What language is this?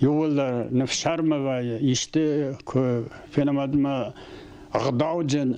Ossetic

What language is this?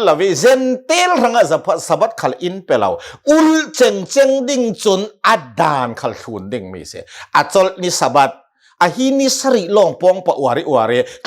Hakha Chin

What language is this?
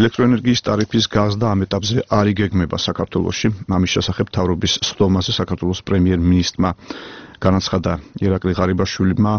Georgian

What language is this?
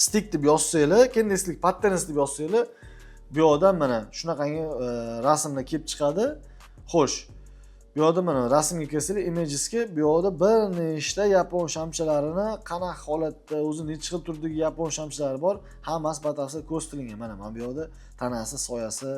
Uzbek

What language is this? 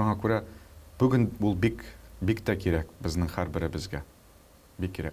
Tatar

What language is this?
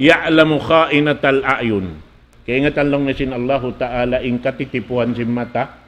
Tausug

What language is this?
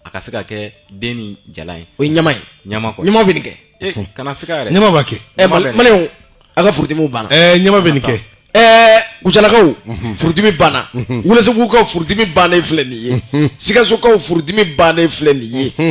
Bambara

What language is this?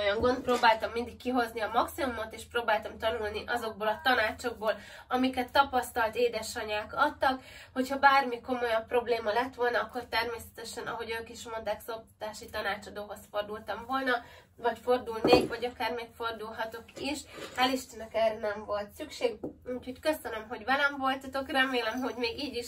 Hungarian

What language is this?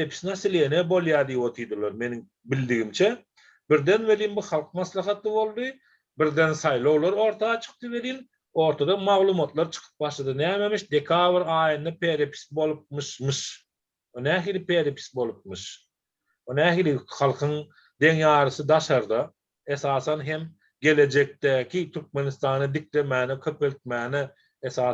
Turkmen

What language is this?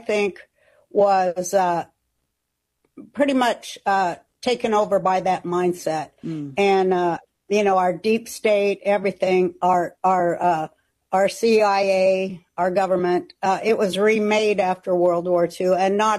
English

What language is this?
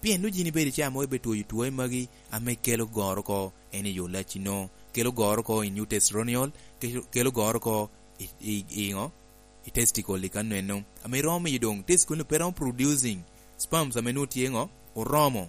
Lango (Uganda)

